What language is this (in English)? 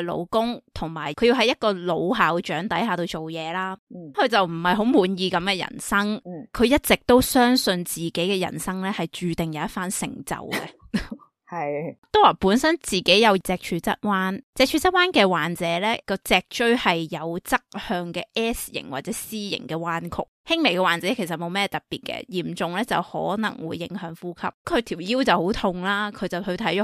Cantonese